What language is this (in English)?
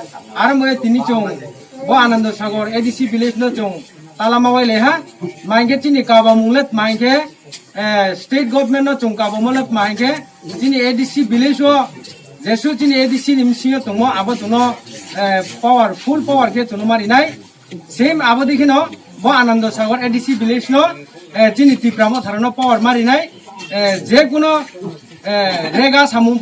Kok Borok